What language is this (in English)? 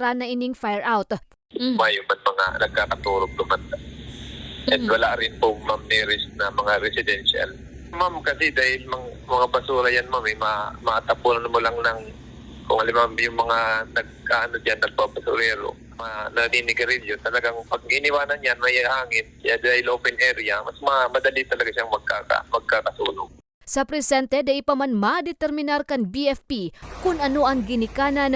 Bikol